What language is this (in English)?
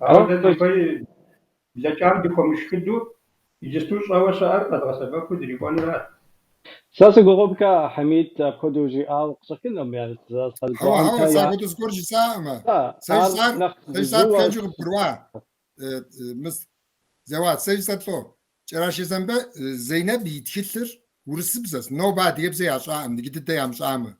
Kabardian